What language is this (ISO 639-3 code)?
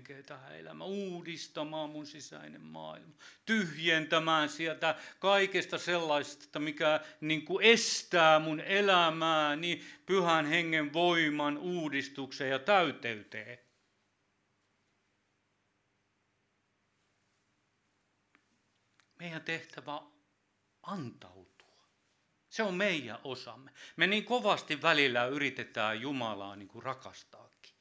fin